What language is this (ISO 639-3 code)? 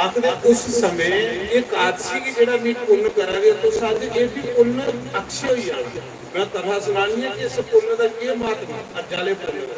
doi